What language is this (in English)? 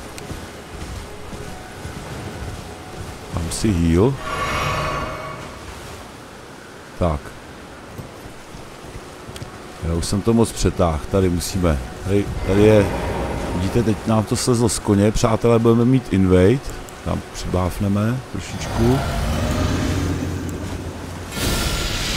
Czech